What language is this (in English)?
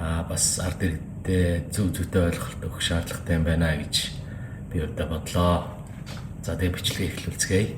Mongolian